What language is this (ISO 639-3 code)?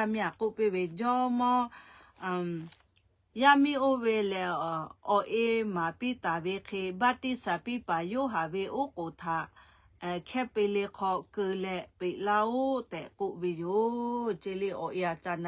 lhu